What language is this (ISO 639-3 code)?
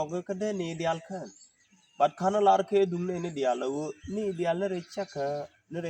nus